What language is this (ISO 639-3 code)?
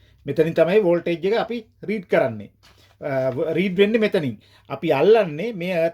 sin